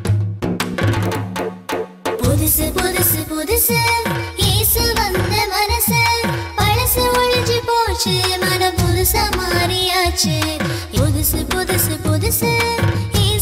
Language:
Tamil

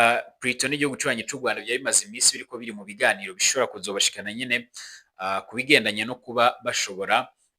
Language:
Rundi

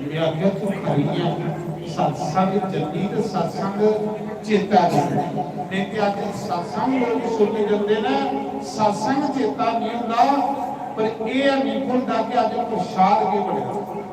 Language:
Dogri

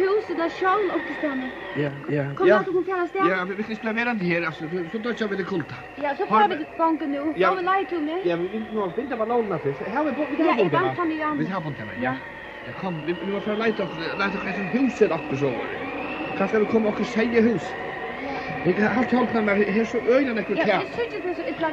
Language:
Faroese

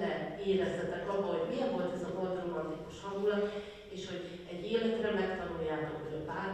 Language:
Hungarian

